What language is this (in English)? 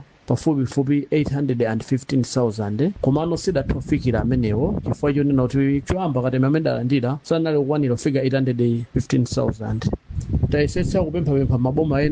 Nyanja